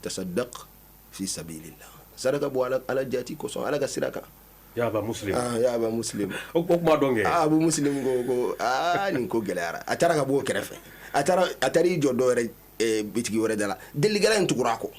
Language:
Bambara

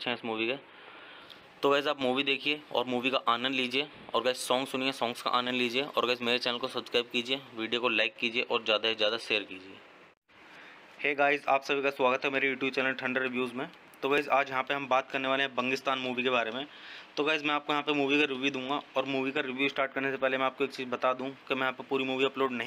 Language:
Hindi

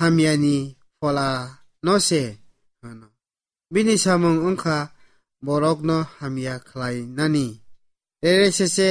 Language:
Kok Borok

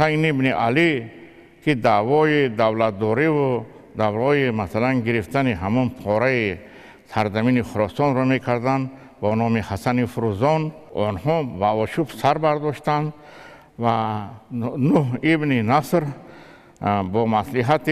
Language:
Tajik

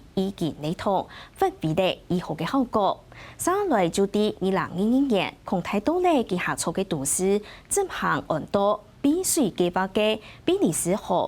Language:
Hakka Chinese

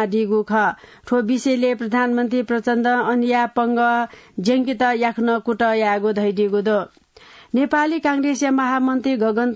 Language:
Newari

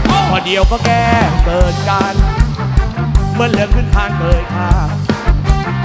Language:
Thai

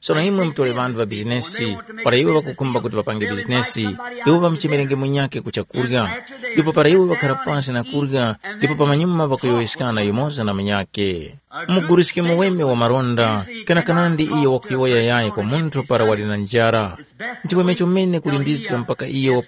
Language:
Tumbuka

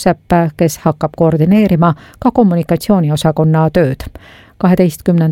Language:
Estonian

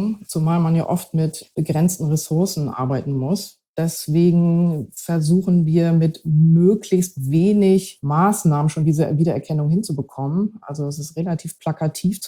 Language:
German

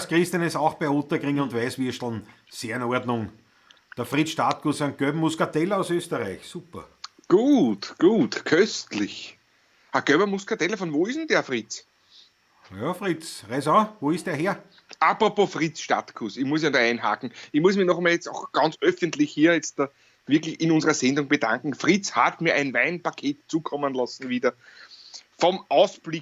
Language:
Bavarian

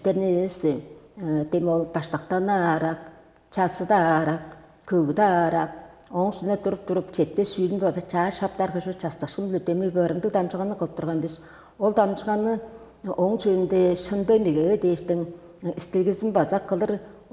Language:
Tuvinian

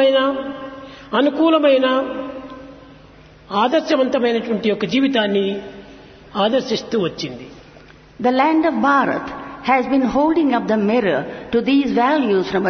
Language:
Telugu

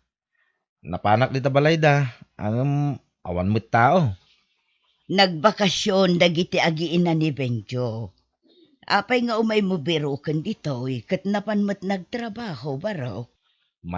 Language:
Iloko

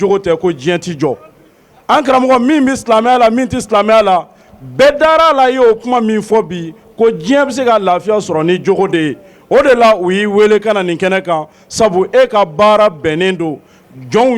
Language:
Bambara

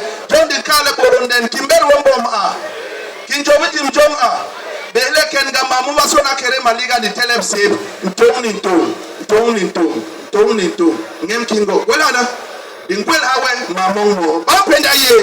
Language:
Basaa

